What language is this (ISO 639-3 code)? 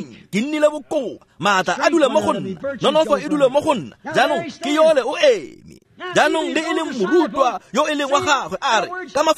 tsn